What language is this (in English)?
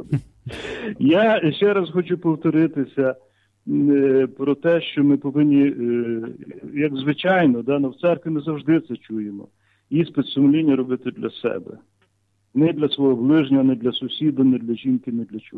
Ukrainian